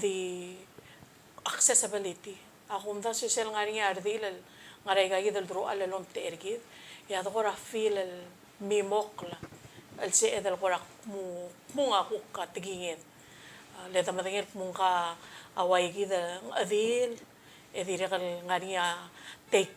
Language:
Palauan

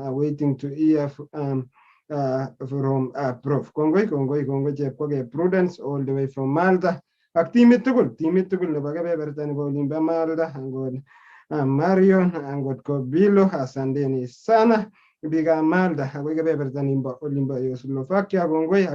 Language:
Kalenjin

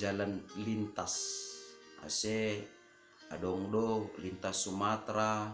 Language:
Batak Simalungun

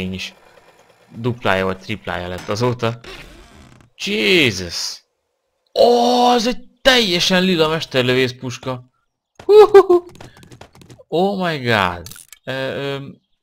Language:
Hungarian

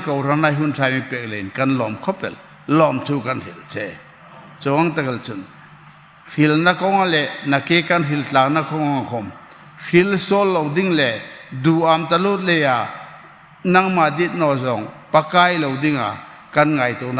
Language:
Hmar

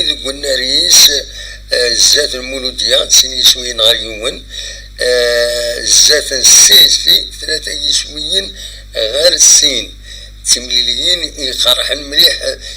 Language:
Kabyle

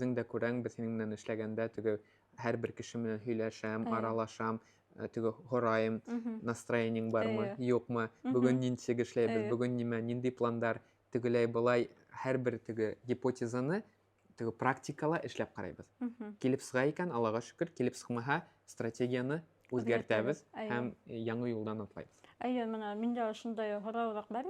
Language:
Bashkir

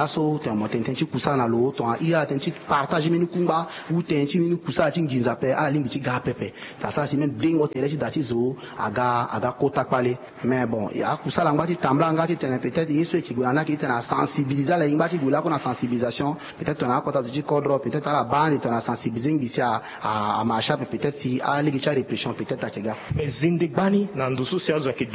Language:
Sango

